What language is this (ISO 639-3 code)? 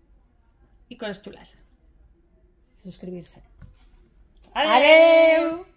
cat